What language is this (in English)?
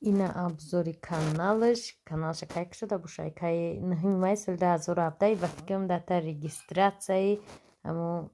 Tajik